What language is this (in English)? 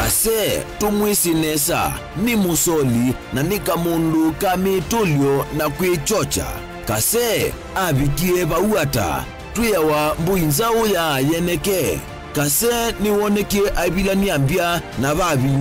Kamba